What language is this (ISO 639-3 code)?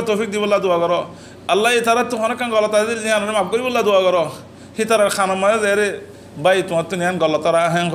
rhg